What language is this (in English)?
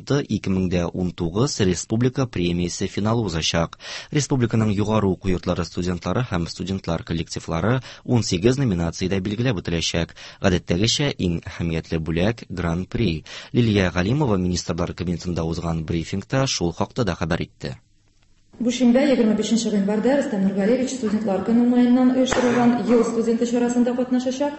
Tatar